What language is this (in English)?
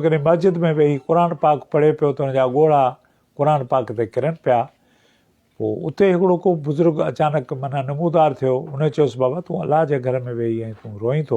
Sindhi